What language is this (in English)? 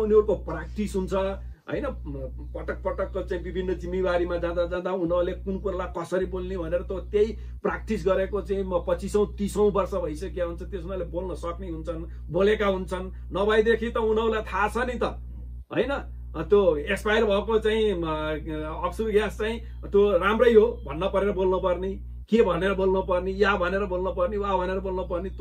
Nepali